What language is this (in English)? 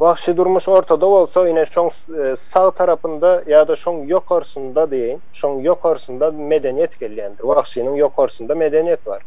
Turkmen